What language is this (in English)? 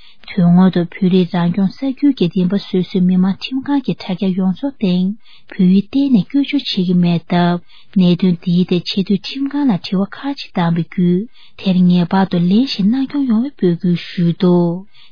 Tibetan